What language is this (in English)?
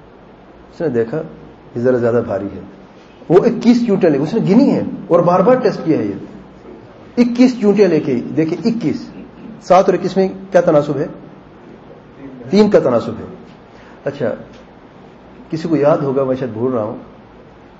Urdu